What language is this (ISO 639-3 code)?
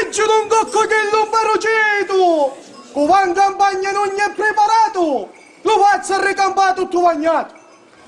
scn